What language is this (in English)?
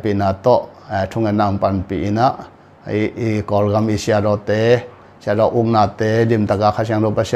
Tedim Chin